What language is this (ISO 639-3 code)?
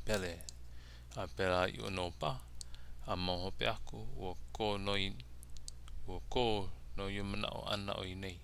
haw